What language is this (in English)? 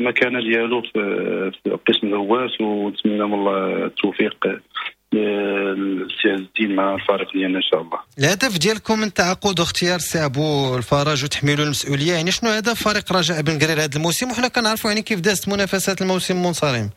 Moroccan Arabic